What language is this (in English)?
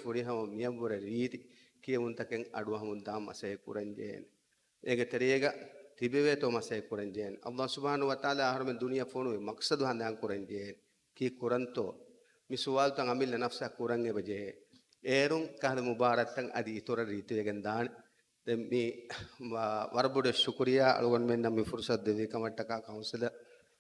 Divehi